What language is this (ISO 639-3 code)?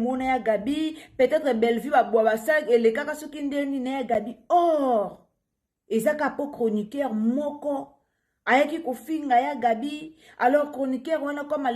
lin